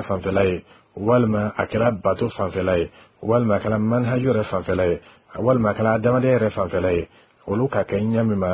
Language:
Bambara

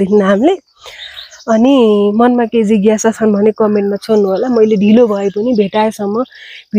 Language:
Nepali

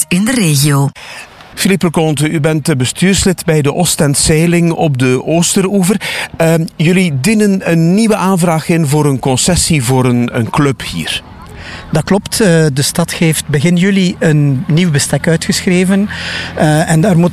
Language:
Dutch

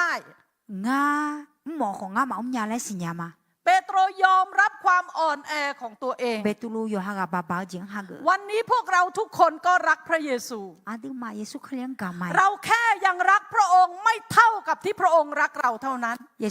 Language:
Akha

